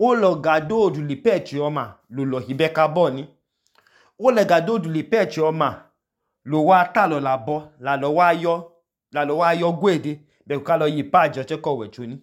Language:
Idoma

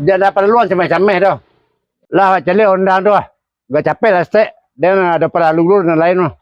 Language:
Minangkabau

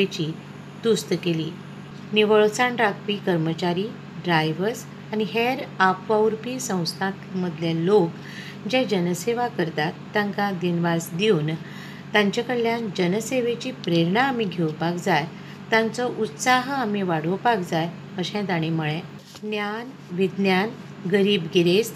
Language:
Konkani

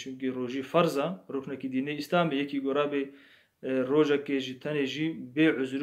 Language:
Kurdish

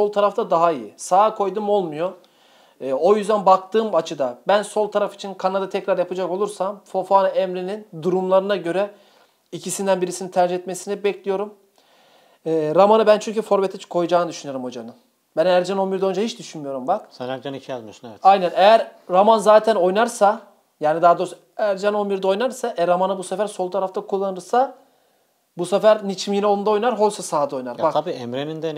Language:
Turkish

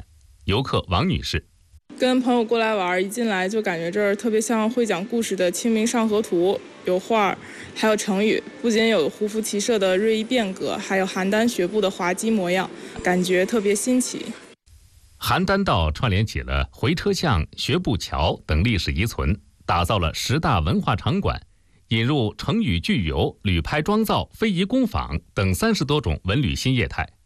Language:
Chinese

